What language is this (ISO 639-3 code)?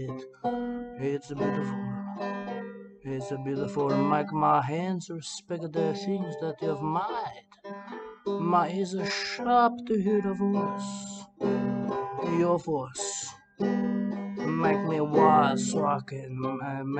eng